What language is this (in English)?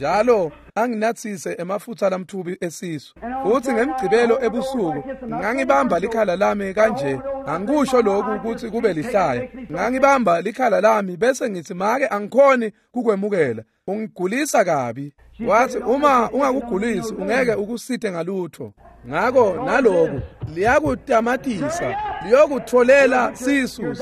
Swati